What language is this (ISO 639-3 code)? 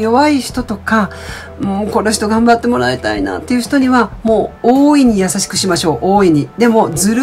jpn